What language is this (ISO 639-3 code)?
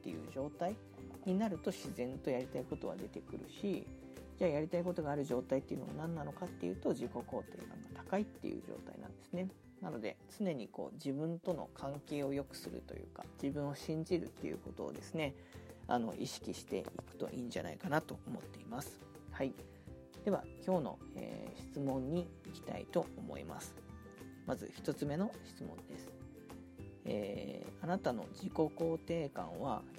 jpn